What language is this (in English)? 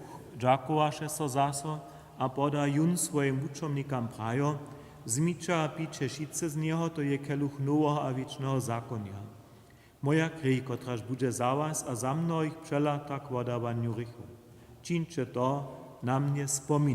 Upper Sorbian